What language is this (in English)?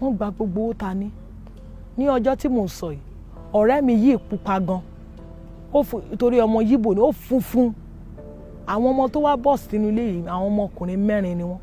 Yoruba